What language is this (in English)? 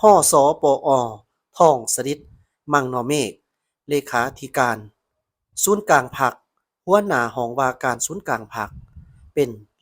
Lao